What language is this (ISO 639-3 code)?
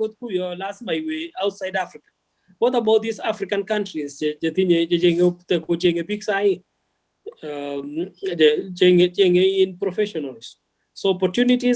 kln